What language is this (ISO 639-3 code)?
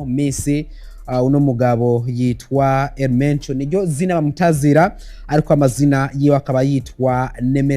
run